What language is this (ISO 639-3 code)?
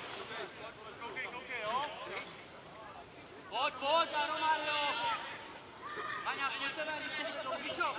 ces